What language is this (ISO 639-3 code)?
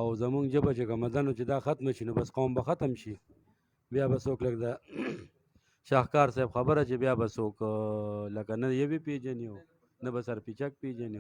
pus